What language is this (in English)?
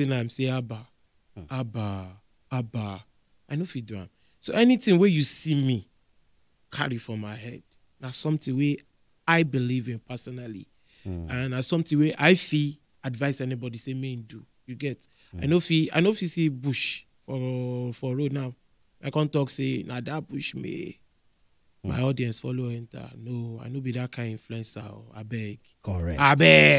Nigerian Pidgin